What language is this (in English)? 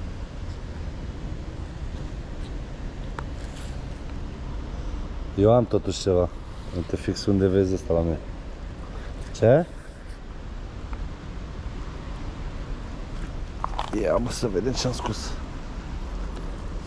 Romanian